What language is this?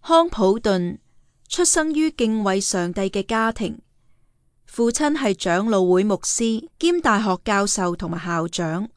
Cantonese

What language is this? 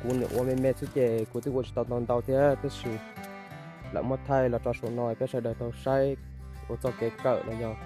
Hmong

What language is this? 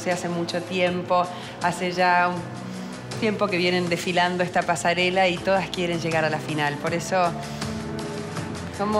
Spanish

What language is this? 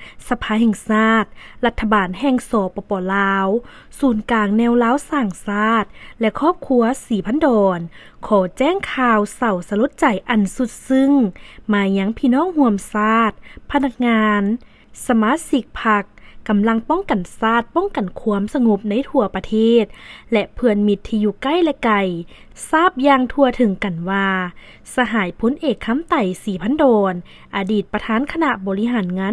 Lao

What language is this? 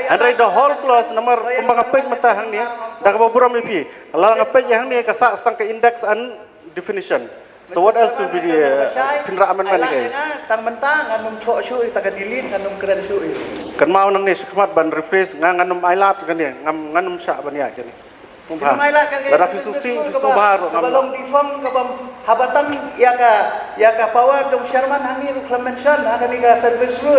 Khasi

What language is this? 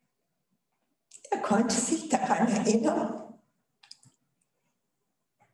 German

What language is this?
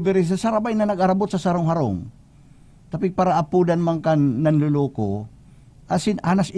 Bikol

